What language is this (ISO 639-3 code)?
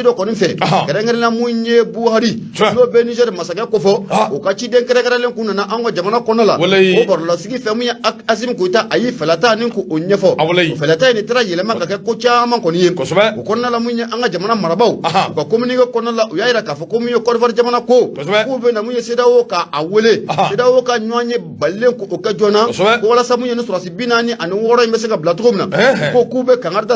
bam